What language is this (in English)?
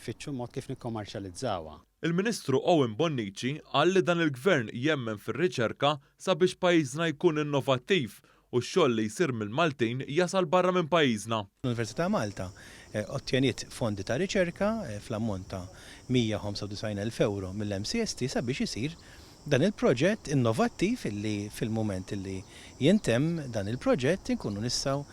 Maltese